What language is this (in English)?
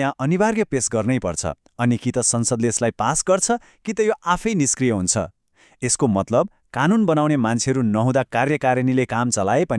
Nepali